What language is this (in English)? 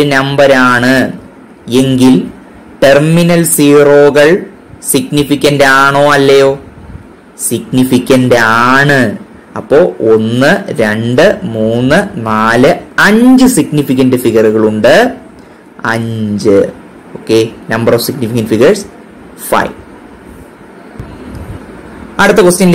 Malayalam